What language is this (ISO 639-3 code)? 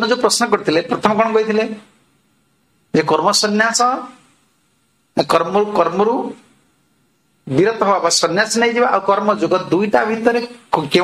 ori